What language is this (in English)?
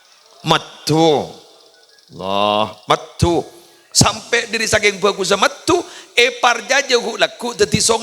Madurese